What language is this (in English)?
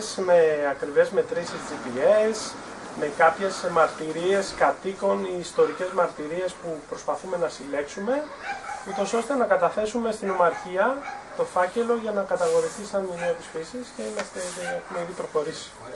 Greek